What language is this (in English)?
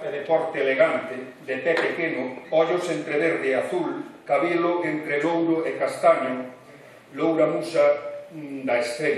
Galician